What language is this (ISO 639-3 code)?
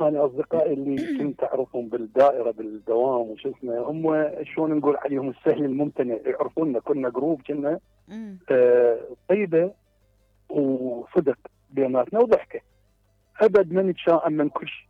acm